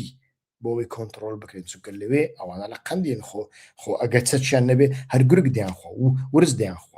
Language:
Central Kurdish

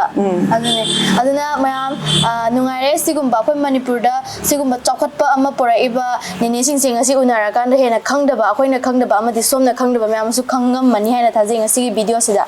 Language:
Manipuri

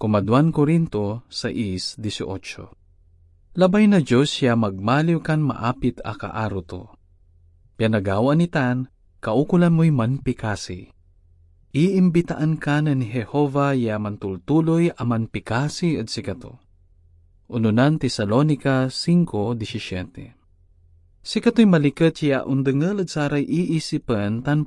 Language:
Pangasinan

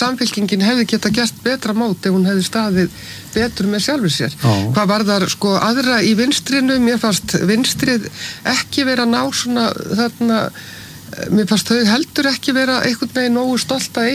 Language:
Icelandic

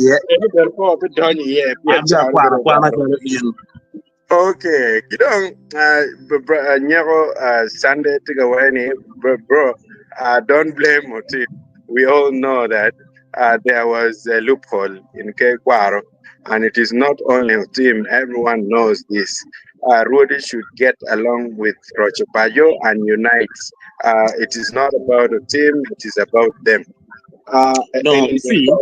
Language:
Acoli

